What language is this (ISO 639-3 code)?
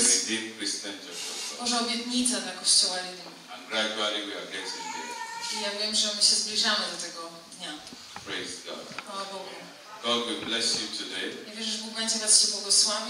pol